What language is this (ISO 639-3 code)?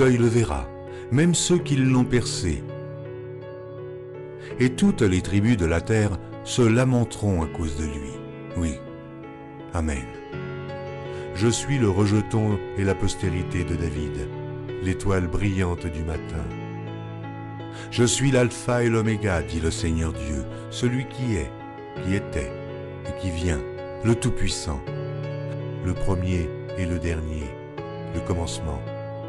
fra